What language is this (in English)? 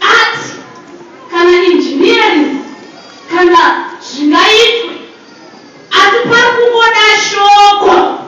Shona